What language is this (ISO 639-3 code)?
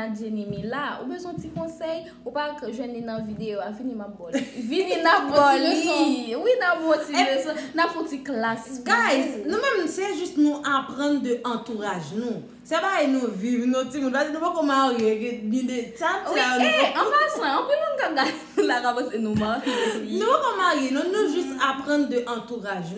hat